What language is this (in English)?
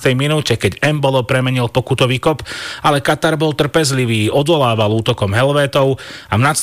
Slovak